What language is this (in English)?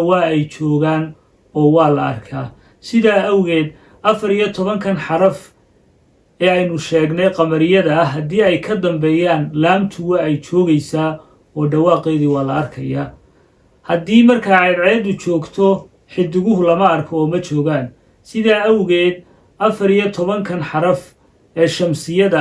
Somali